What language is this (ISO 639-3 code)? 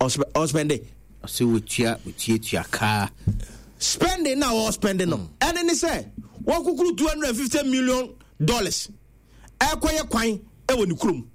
aka